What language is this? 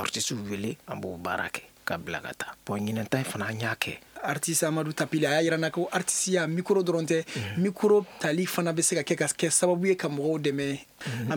Bambara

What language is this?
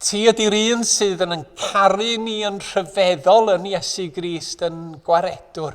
Welsh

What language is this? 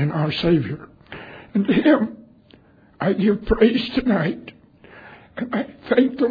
English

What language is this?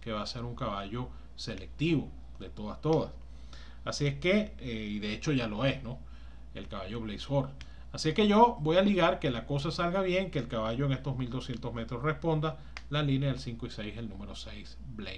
Spanish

